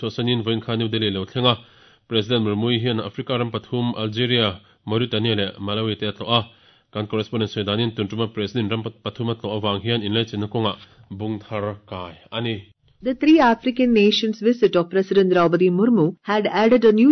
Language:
Mizo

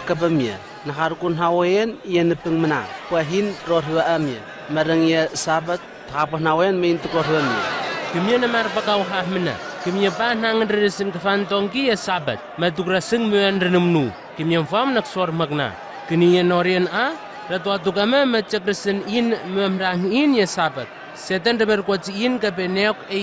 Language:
Southwest Tanna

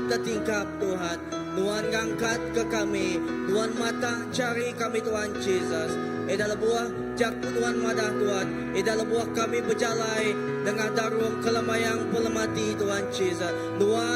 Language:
Iban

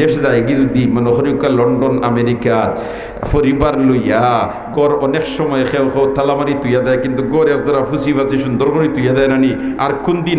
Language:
Sylheti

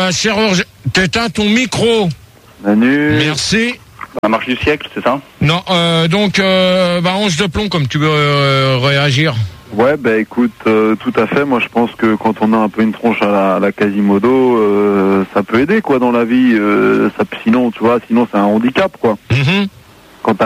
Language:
French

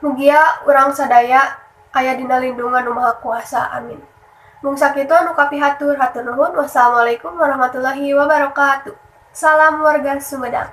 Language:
Sundanese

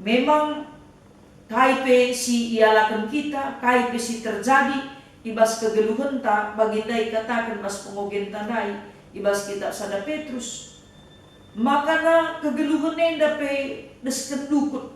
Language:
Batak Karo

